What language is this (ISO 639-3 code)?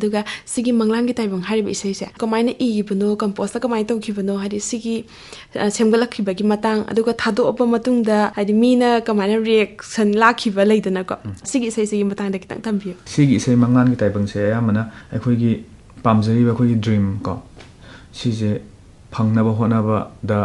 mni